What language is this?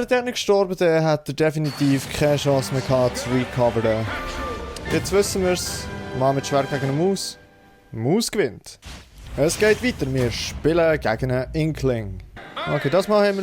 Swiss German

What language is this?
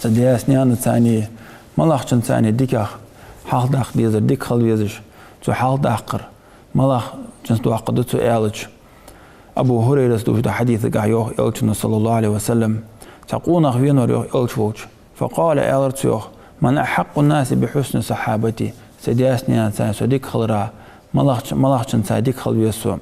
Ingush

